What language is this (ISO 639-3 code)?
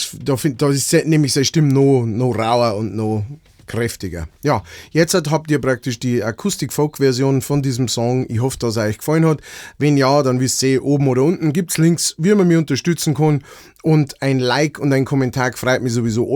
bar